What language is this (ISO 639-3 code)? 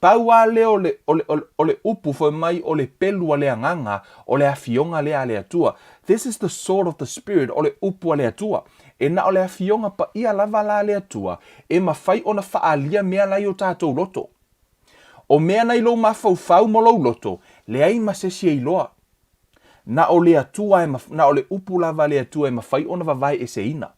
smo